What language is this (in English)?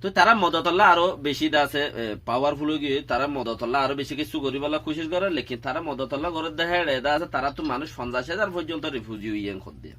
Rohingya